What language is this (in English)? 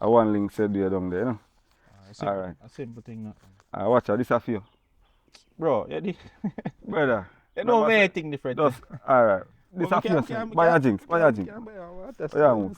Jamaican Creole English